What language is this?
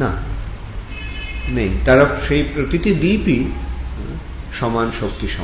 Bangla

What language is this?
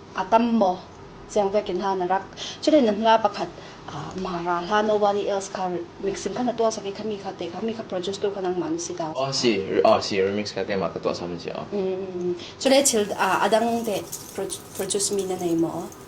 Falam Chin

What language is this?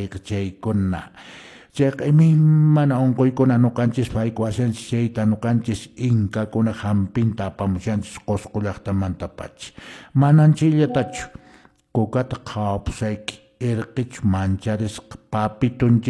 Quechua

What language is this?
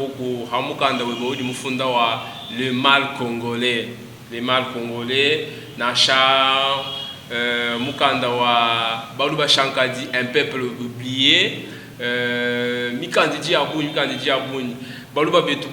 Luba-Lulua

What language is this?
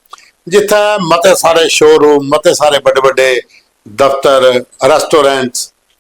Dogri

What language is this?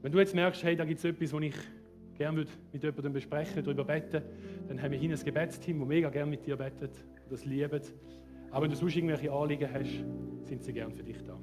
Swiss German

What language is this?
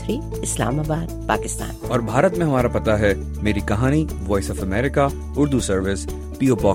Urdu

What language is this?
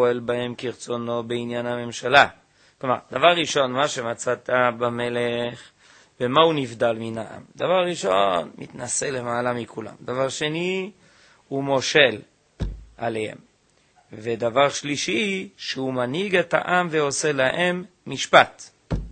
Hebrew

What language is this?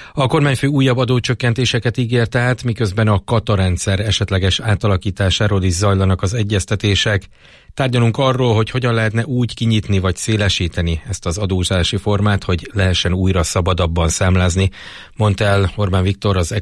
Hungarian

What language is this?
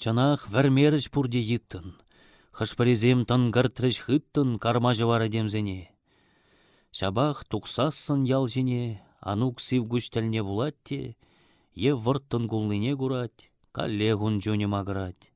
Chuvash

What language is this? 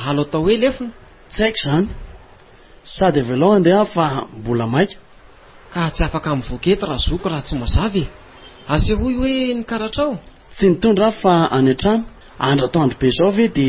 Malagasy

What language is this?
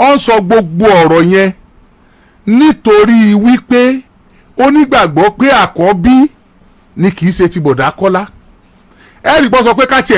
Yoruba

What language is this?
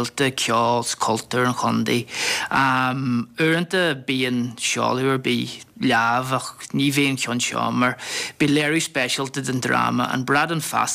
Irish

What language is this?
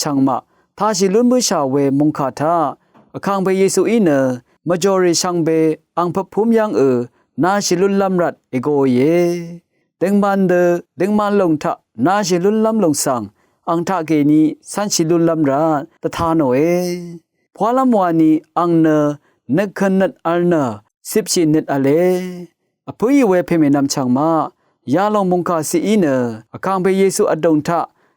Rawang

